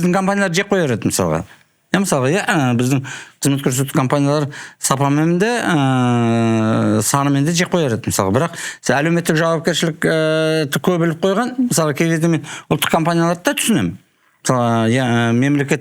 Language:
Kazakh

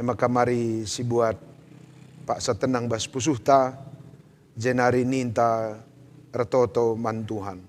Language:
Batak Karo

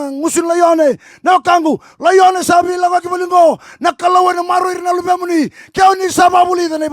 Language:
Fijian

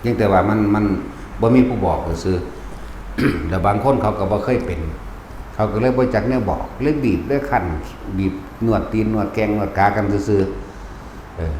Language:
Northeastern Thai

